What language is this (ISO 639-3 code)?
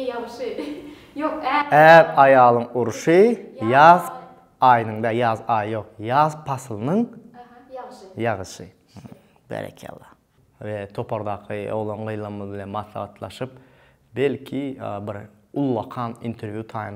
tuk